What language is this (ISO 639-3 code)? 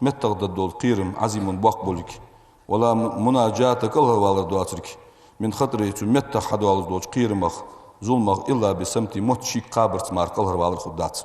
inh